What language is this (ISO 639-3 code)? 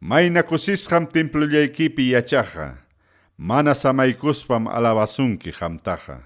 quy